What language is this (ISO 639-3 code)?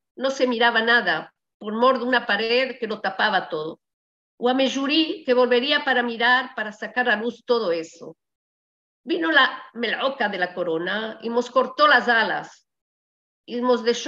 lad